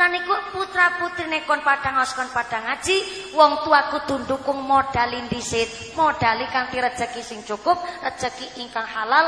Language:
Javanese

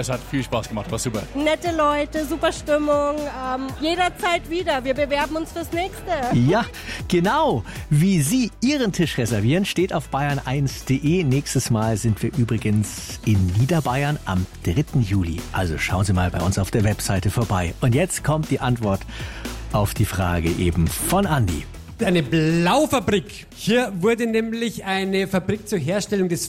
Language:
German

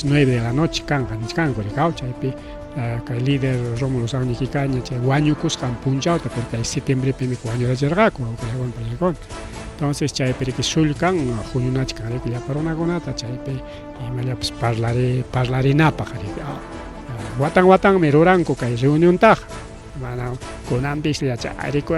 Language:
Ayacucho Quechua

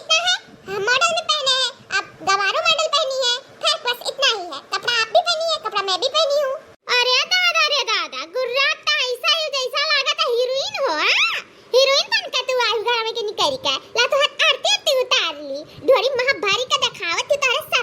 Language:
Awadhi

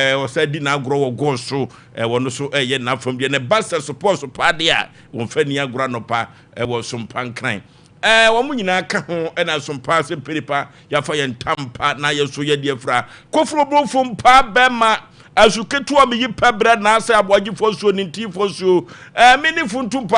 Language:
Akan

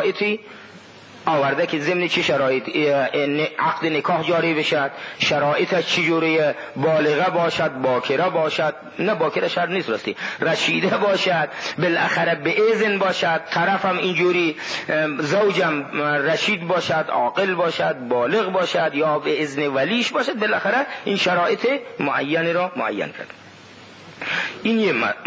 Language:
Persian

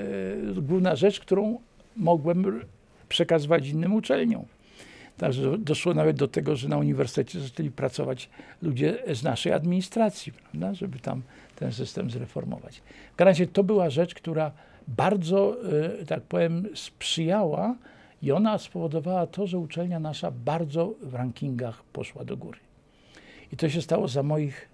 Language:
Polish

